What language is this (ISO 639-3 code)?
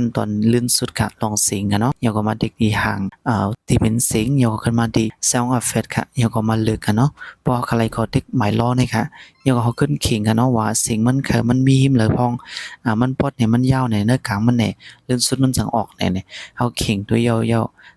shn